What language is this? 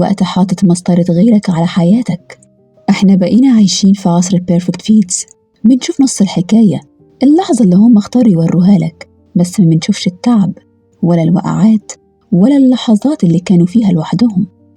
Egyptian Arabic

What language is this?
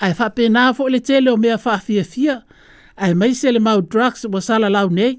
Samoan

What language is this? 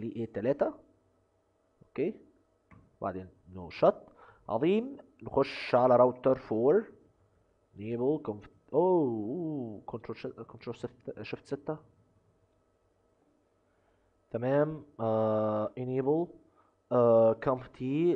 Egyptian Arabic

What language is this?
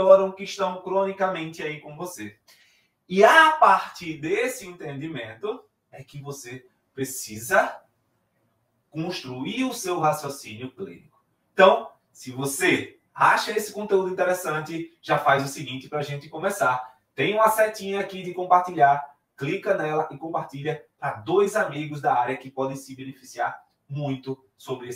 Portuguese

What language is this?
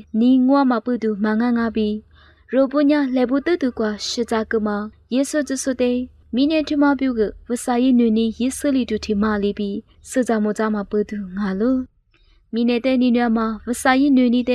Lisu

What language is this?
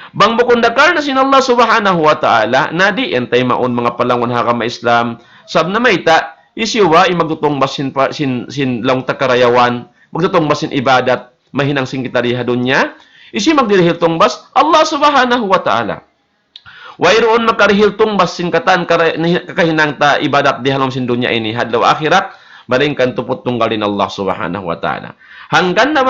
Tausug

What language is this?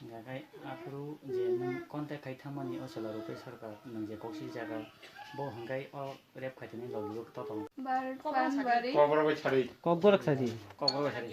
Kok Borok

